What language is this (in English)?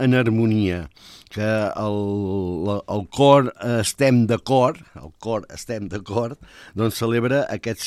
Catalan